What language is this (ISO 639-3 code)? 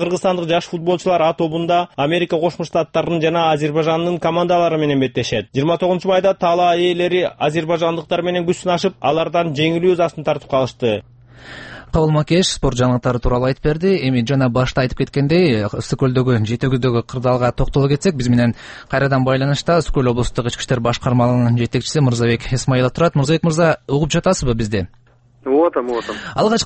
kir